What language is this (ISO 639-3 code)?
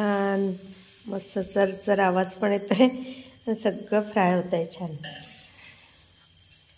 mar